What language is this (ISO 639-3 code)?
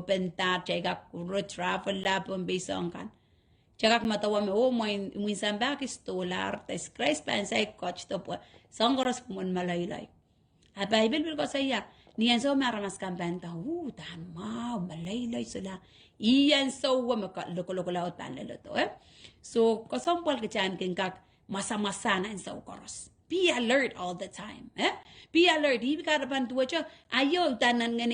pon